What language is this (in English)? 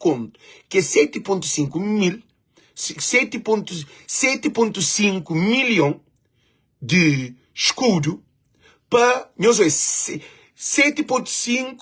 Kabuverdianu